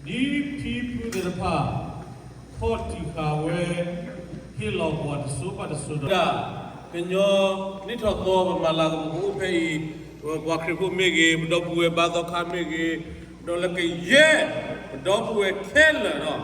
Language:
S'gaw Karen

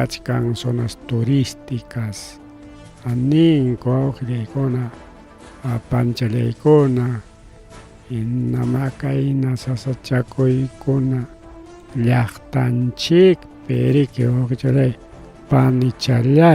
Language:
Ayacucho Quechua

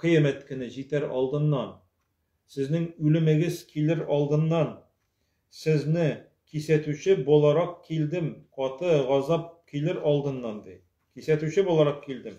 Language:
Tatar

